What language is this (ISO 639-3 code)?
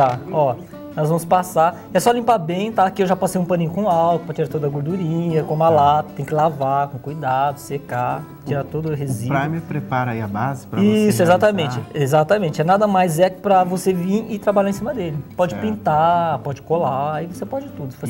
por